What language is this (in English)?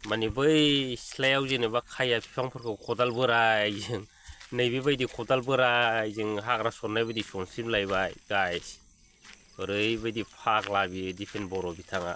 Bodo